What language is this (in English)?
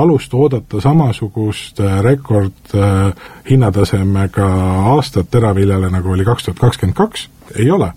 Estonian